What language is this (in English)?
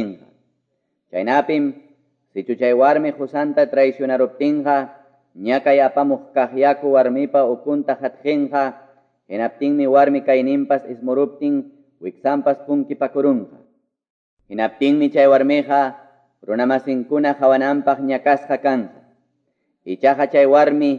Quechua